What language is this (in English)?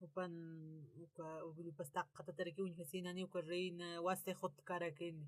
Aymara